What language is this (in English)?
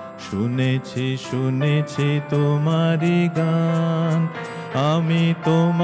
Bangla